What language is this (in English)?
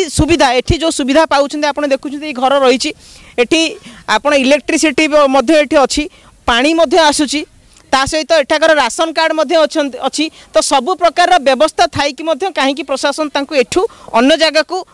Odia